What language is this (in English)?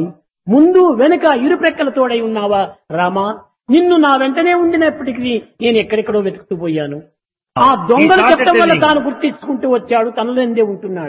Telugu